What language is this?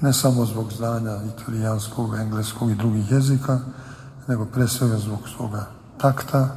Serbian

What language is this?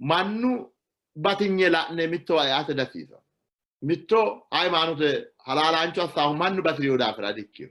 Sidamo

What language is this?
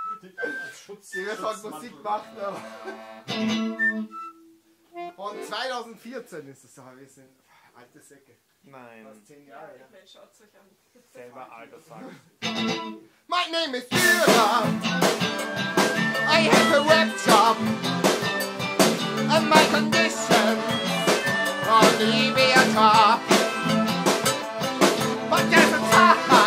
German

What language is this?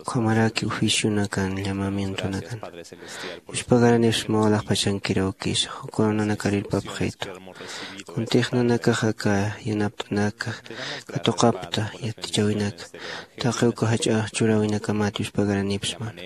Aymara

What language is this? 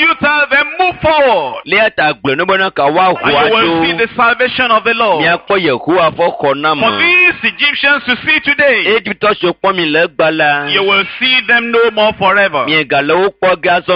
Ewe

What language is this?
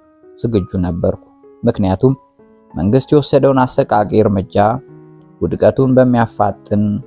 Amharic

